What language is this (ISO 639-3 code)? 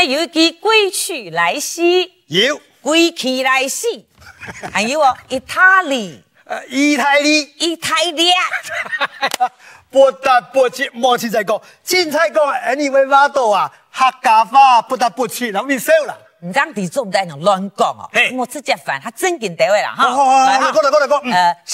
hak